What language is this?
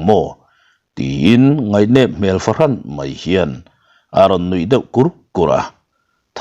Mizo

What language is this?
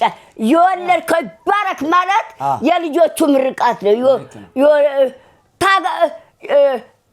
Amharic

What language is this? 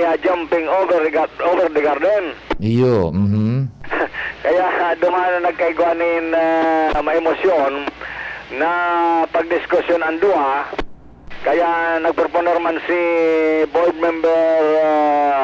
Bikol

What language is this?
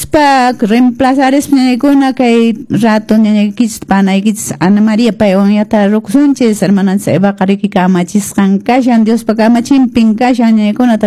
Quechua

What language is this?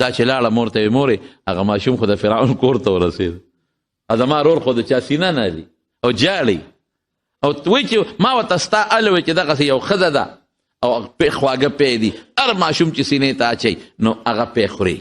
Pashto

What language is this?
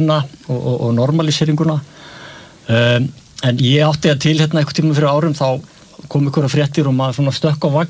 Icelandic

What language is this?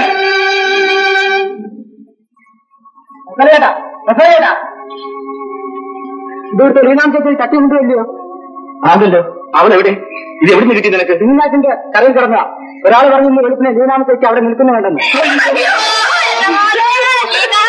Malayalam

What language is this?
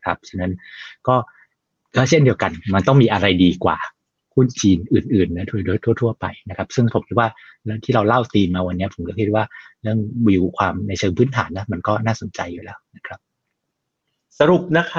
Thai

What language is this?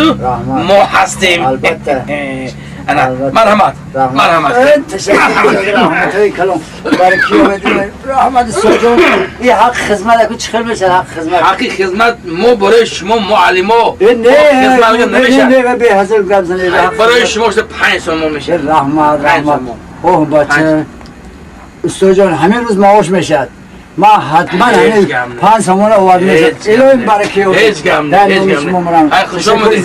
Tajik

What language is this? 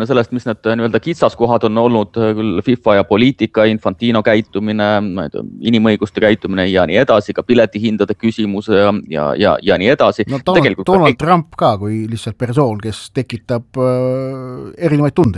Estonian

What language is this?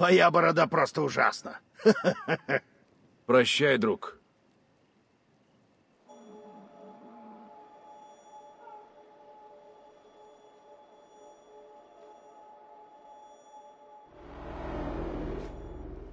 Russian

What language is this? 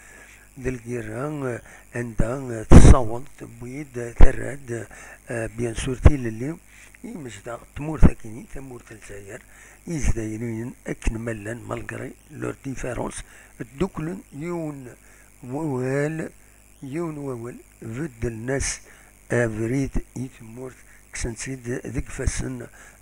Kabyle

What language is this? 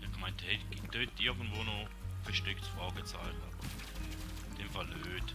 Swiss German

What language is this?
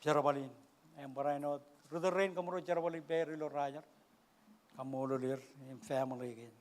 Marshallese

